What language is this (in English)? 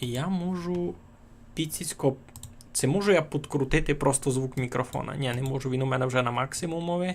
Rusyn